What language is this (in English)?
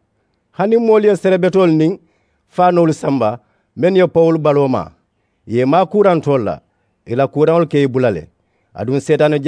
Mandingo